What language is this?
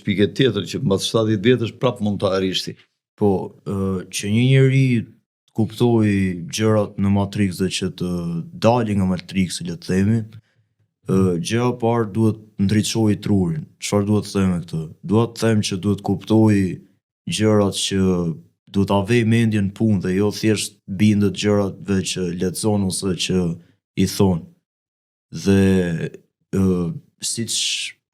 Albanian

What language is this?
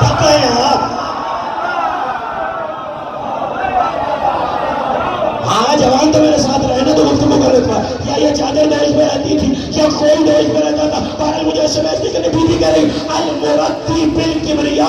Urdu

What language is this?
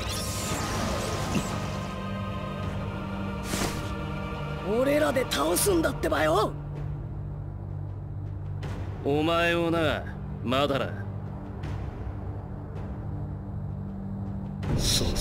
Japanese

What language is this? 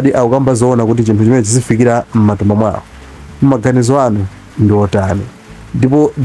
Nyanja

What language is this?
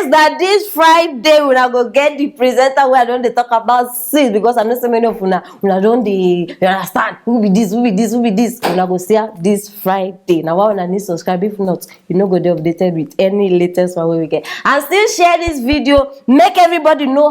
Nigerian Pidgin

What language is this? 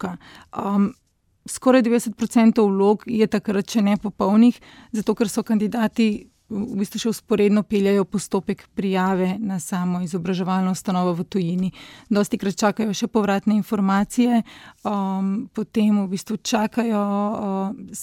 Slovenian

